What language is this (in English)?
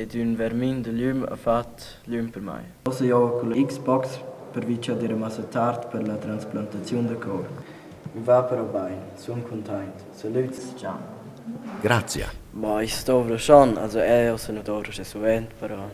Romansh